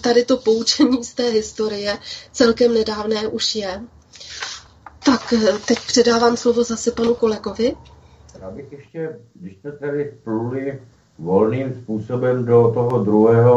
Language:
Czech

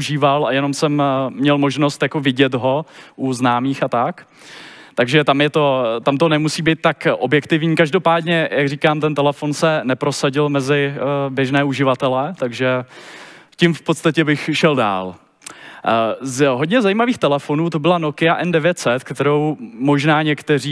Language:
Czech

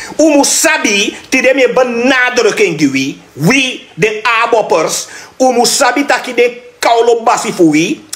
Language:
Sranan Tongo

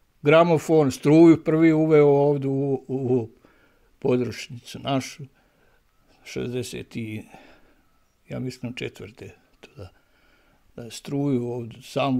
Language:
Bosnian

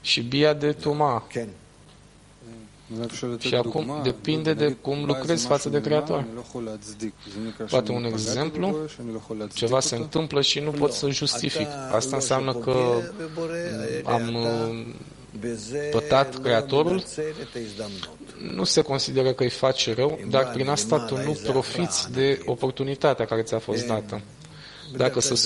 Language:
Romanian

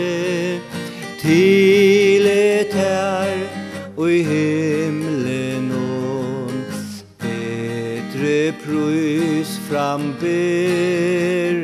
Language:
Faroese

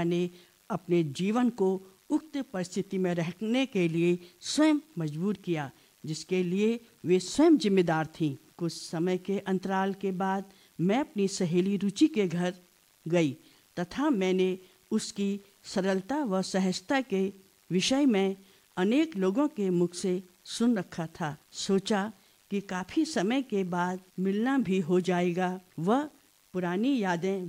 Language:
Hindi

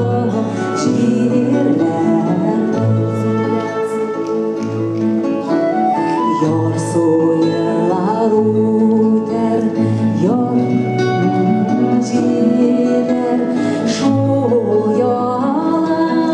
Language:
Tatar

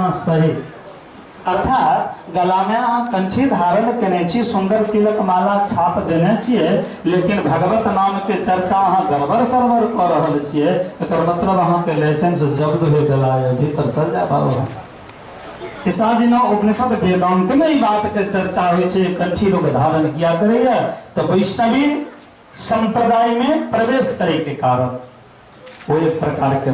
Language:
Maithili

